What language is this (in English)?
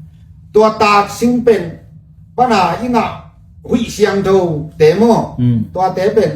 Tedim Chin